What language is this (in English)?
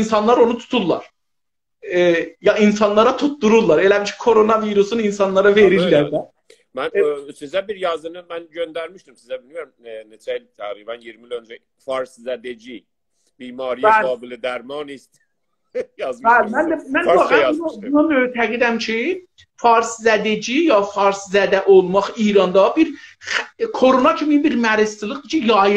South Azerbaijani